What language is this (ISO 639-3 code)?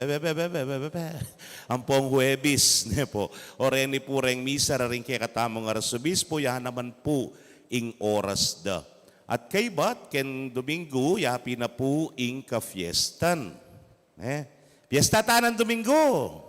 pam